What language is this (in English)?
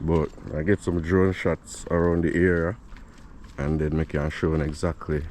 Jamaican Creole English